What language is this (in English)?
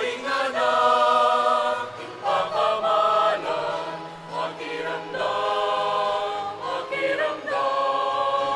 Pampanga